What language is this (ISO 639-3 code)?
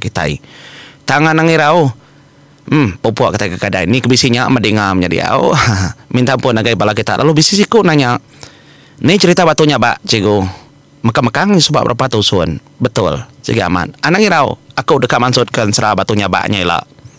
iba